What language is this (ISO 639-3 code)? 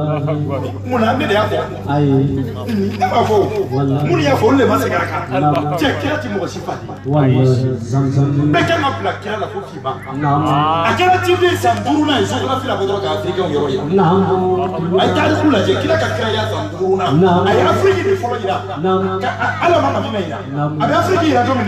bam